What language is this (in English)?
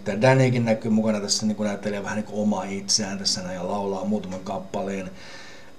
Finnish